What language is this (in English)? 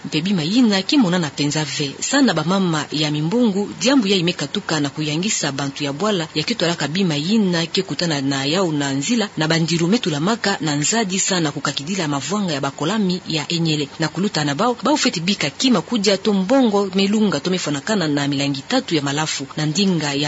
Kituba (Democratic Republic of Congo)